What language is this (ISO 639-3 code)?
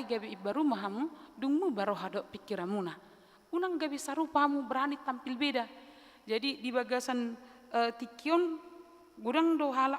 bbc